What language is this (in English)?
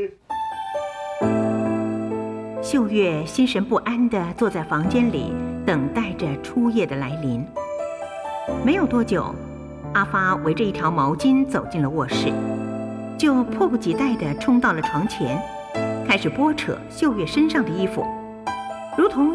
Min Nan Chinese